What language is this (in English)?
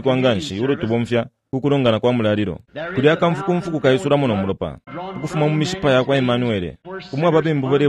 Bemba